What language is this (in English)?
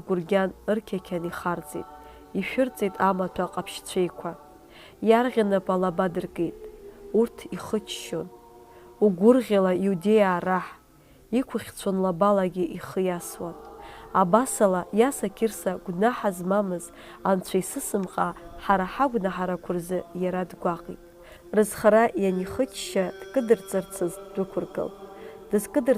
Abkhazian